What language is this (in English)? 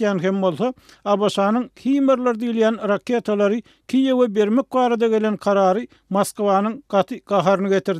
Turkmen